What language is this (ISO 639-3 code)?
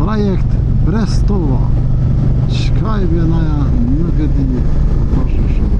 sqi